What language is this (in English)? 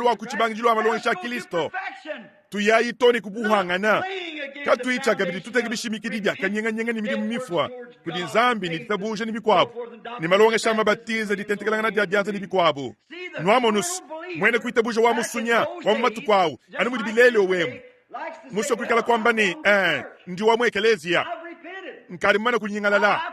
Luba-Lulua